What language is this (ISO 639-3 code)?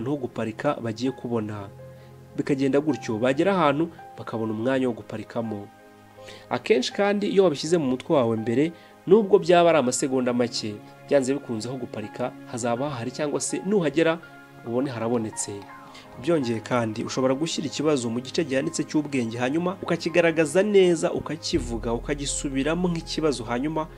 kin